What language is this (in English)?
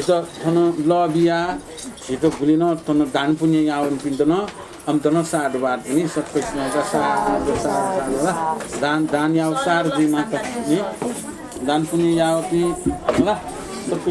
Newari